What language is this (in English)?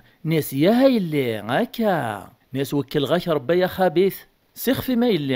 Kabyle